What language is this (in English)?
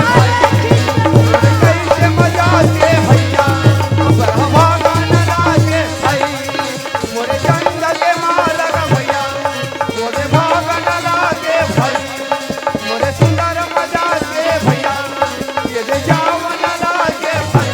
Chhattisgarhi